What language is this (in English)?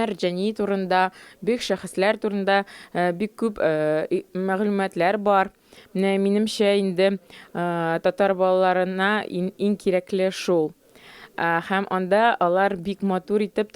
Tatar